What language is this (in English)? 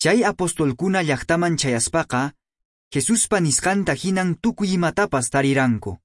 Quechua